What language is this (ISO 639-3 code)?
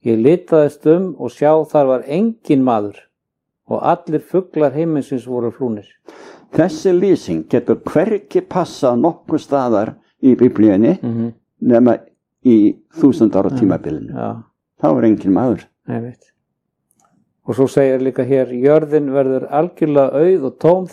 isl